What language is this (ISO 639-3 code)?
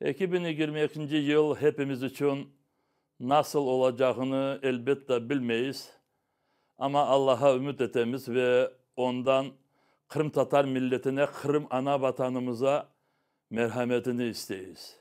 crh